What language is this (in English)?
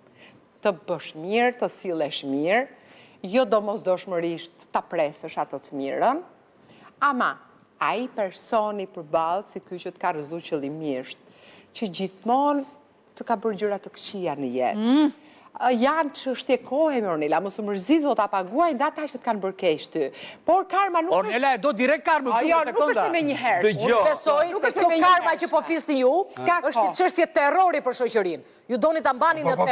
Albanian